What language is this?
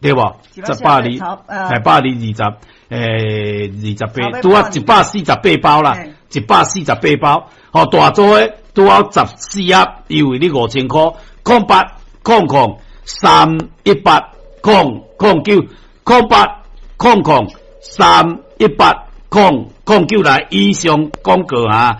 Min Nan Chinese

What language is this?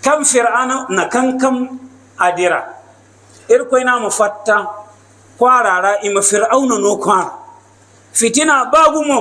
Hausa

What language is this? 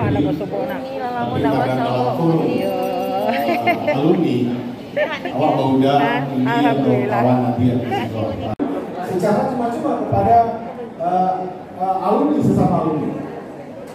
Indonesian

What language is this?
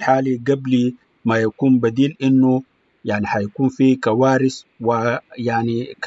Sudanese Arabic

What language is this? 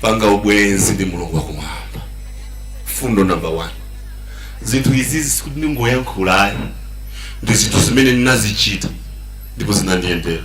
Nyanja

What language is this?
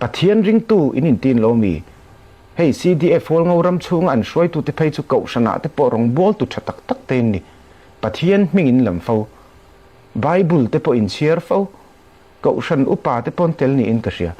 Falam Chin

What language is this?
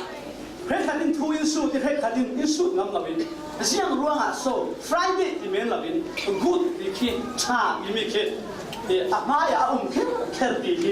Falam Chin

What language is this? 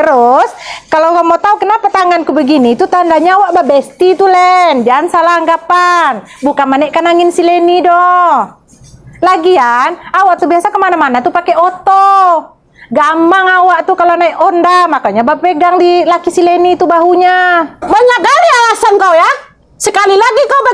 Minangkabau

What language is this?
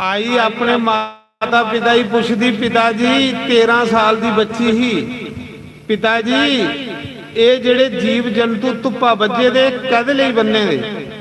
Dogri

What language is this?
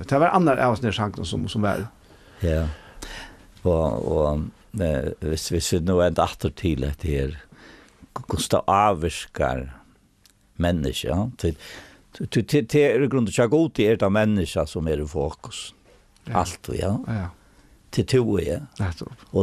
Faroese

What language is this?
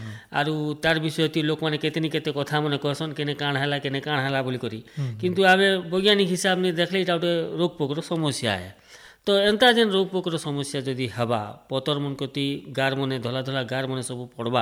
Odia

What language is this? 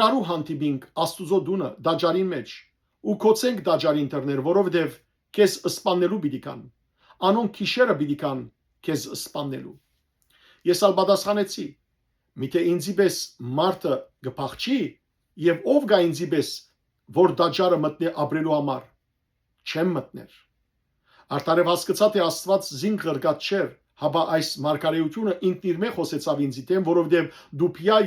Western Armenian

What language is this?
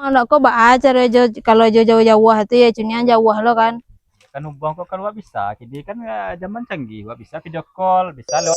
Minangkabau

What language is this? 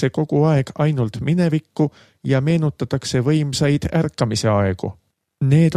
Estonian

